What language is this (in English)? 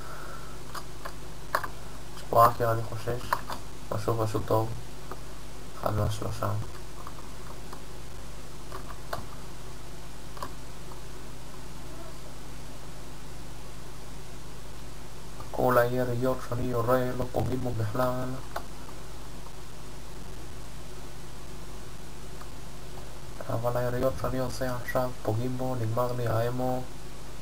Hebrew